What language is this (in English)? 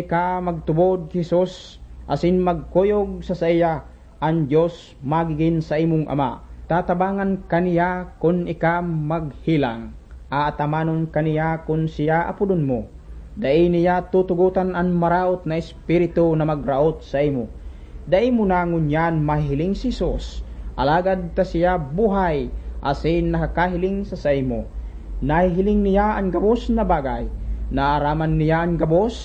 Bikol